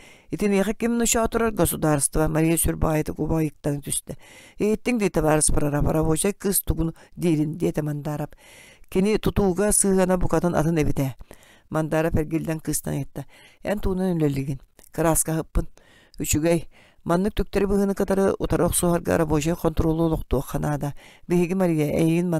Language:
Yakut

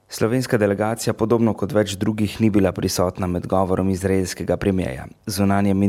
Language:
Slovenian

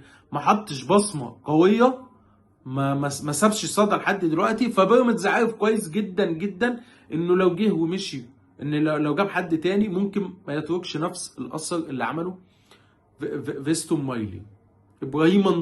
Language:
Egyptian Arabic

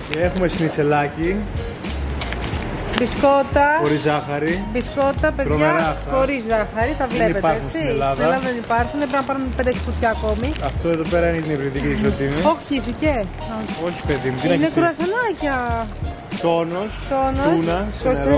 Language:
Greek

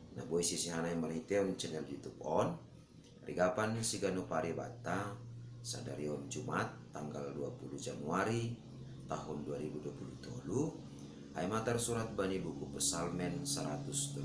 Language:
Batak Simalungun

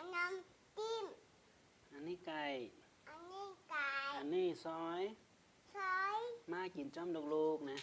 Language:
Shan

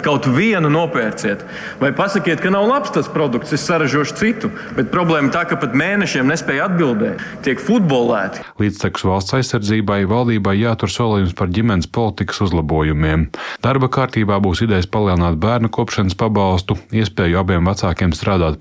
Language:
Latvian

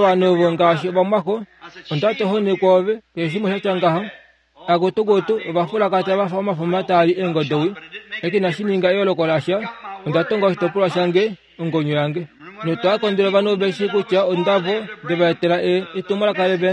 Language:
Kuanyama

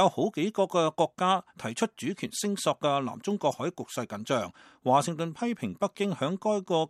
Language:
Cantonese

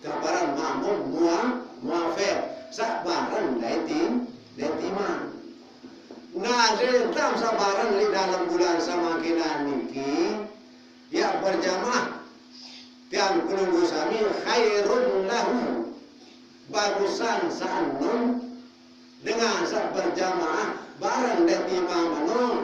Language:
Sasak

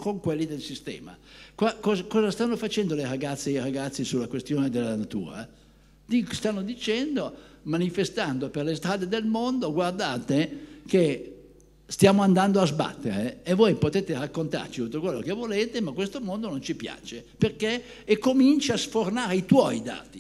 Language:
Italian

